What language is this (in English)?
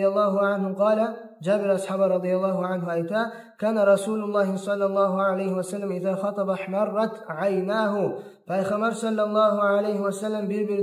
Kumyk